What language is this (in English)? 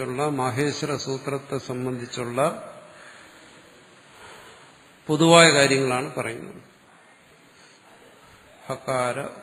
Malayalam